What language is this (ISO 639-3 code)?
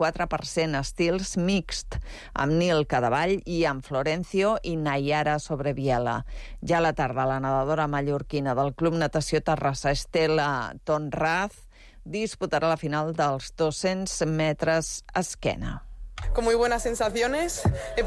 cat